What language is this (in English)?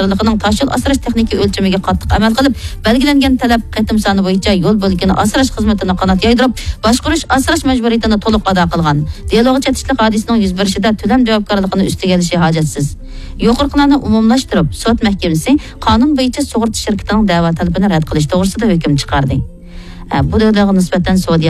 Uyghur